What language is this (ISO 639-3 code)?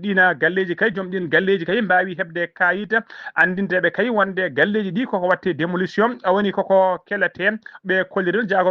ful